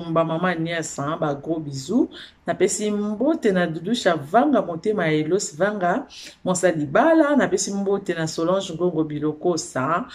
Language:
Lingala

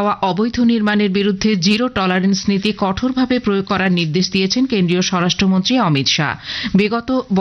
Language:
Bangla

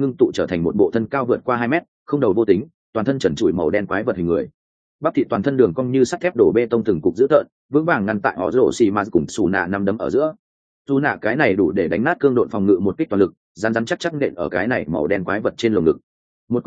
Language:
Vietnamese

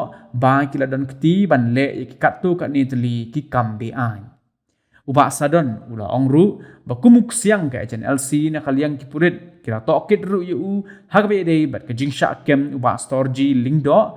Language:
Khasi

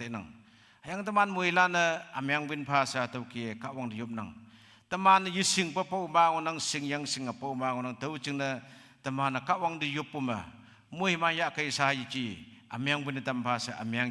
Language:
Konyak Naga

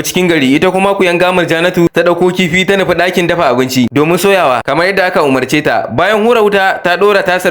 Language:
Hausa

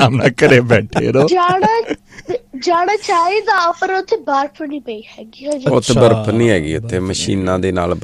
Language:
Punjabi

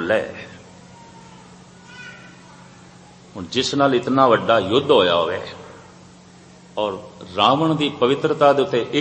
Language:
Punjabi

